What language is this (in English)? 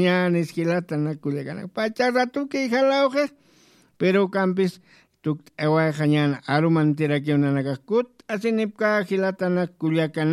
Aymara